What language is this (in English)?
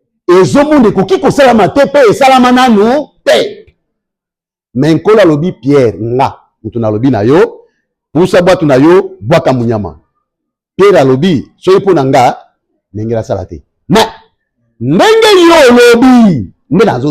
Lingala